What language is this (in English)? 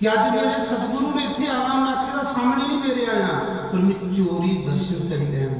Dogri